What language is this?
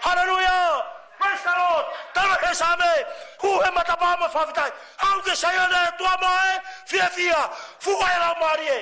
Tongan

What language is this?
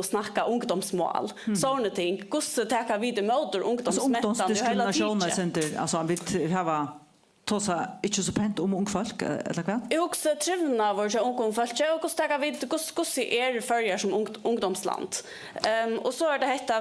Faroese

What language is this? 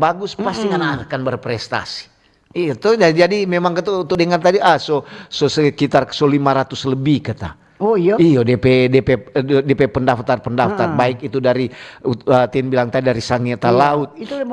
Manado Malay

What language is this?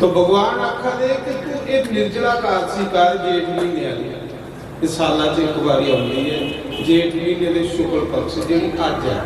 Dogri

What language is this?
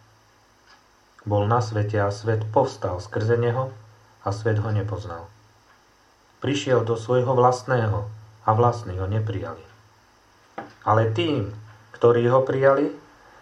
Slovak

